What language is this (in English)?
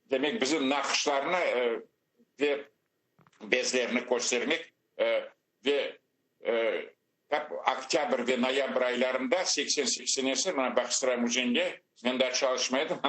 Crimean Tatar